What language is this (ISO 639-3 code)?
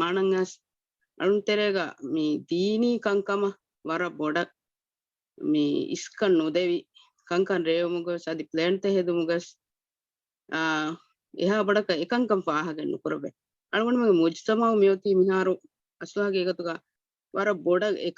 div